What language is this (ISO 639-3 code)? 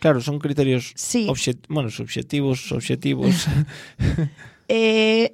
glg